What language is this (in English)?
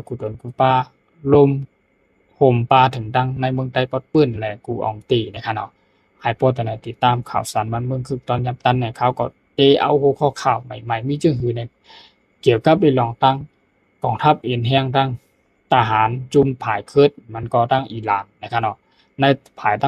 Shan